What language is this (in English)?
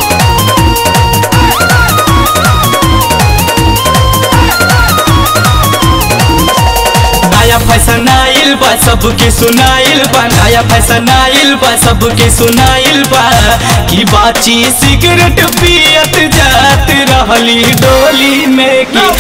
Bhojpuri